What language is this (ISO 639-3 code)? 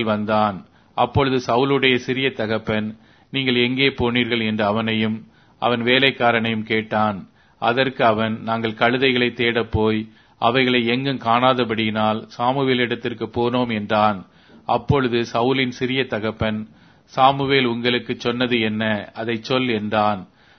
tam